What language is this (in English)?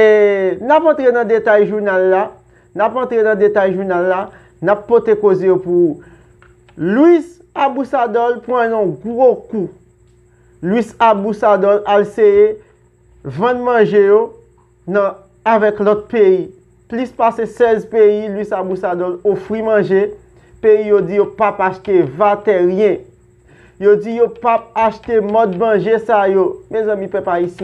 Haitian Creole